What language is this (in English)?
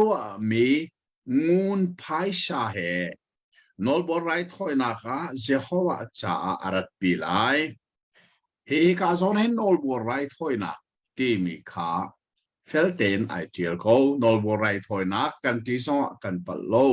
Hakha Chin